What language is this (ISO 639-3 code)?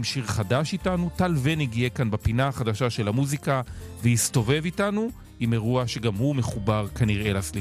heb